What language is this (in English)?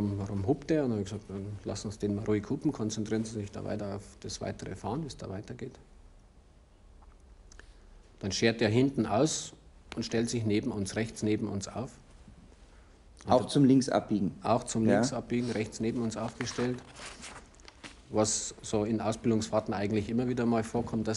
German